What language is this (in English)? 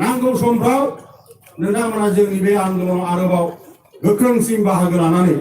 Bodo